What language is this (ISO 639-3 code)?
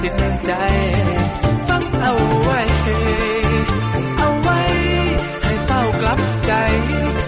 tha